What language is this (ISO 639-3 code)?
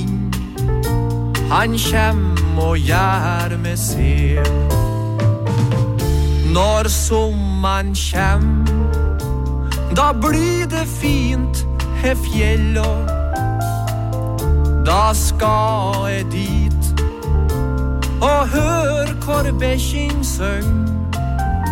nor